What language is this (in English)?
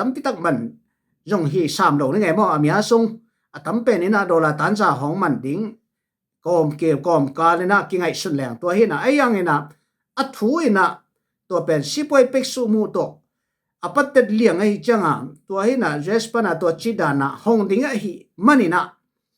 Tedim Chin